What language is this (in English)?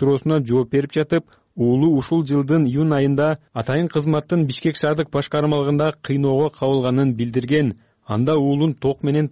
Kyrgyz